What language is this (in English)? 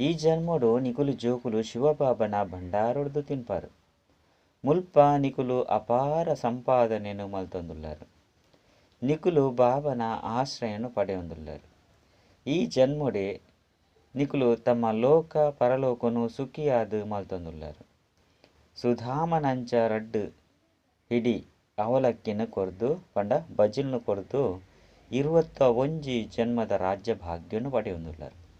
Tulu